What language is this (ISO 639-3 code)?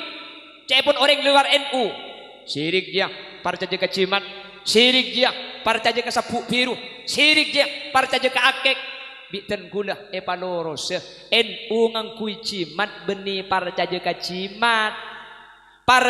mad